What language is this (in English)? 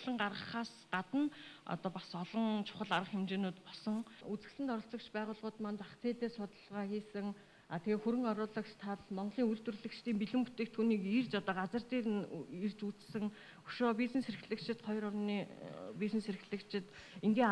Mongolian